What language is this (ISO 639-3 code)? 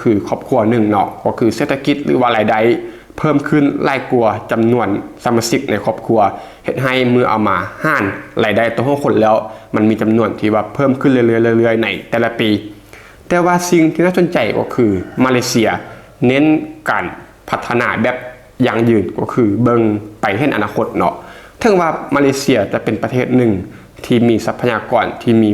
lao